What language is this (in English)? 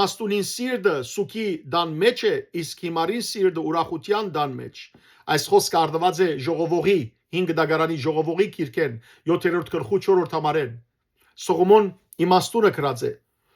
Western Armenian